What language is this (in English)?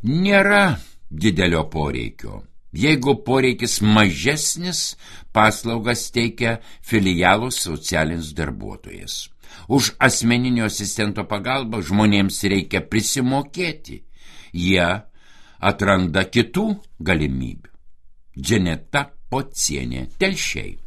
Lithuanian